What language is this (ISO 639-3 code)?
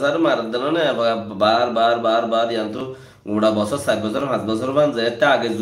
rhg